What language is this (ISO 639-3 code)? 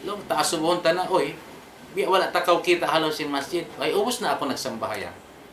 tsg